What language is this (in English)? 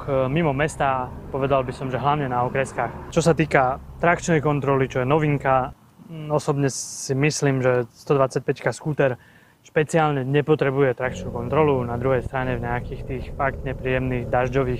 Slovak